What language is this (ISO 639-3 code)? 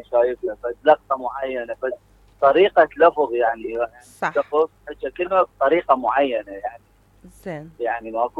acm